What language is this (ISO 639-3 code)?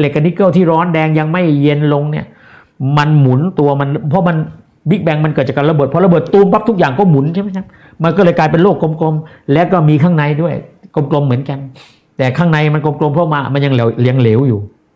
tha